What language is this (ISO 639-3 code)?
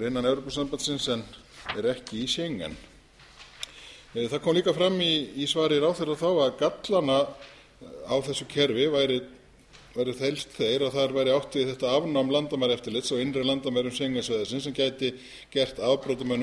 isl